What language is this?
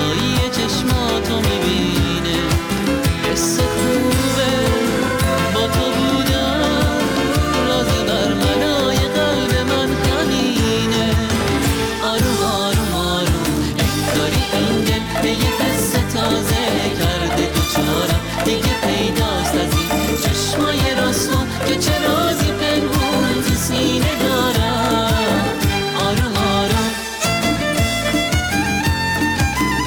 Persian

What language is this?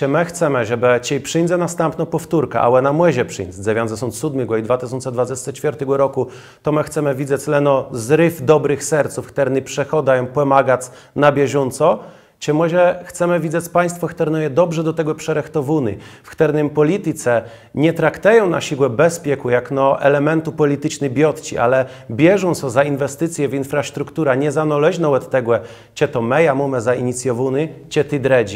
Kashubian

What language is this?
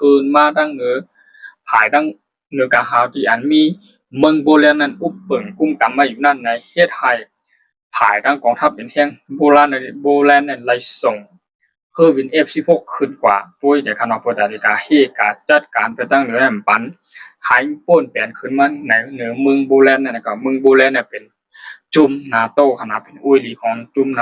Shan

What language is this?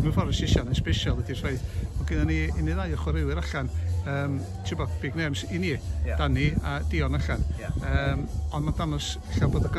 Welsh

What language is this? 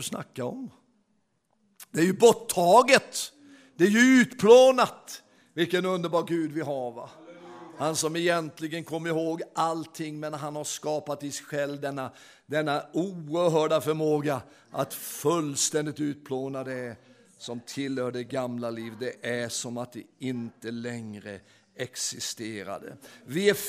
Swedish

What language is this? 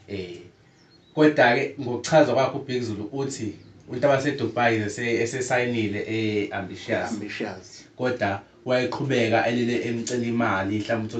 Zulu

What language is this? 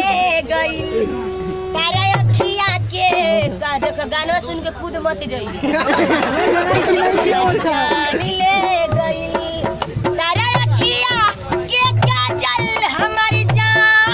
Bhojpuri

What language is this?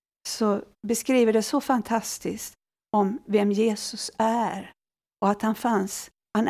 Swedish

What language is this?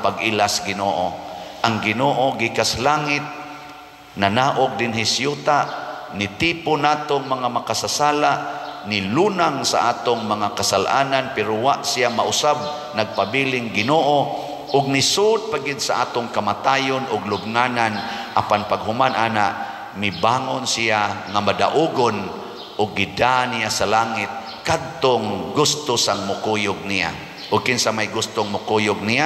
Cebuano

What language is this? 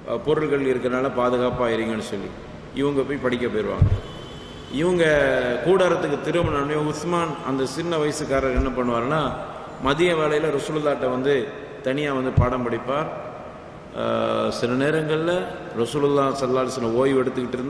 Tamil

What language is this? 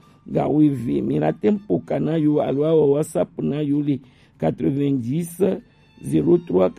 Gen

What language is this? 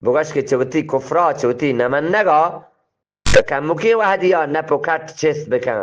Eastern Balochi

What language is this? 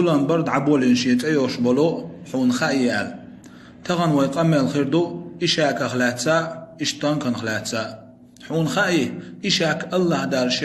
Chechen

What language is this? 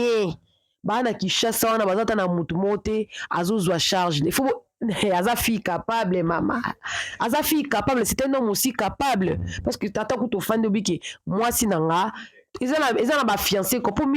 Lingala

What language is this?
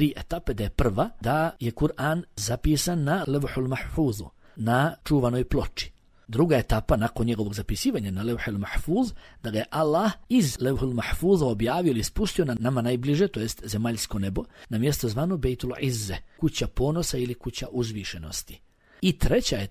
Bosnian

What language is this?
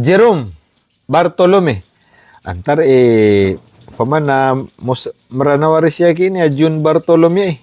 Maranao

